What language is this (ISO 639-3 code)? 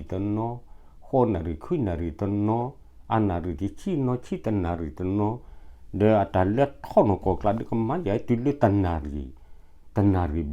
ksw